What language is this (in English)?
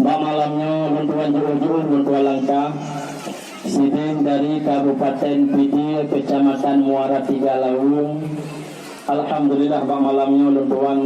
Achinese